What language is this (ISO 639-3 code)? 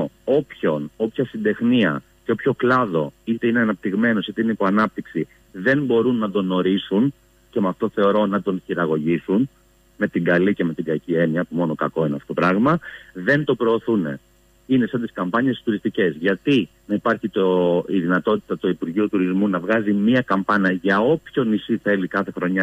ell